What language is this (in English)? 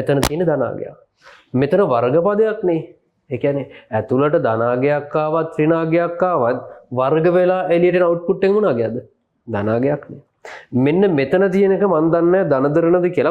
Sinhala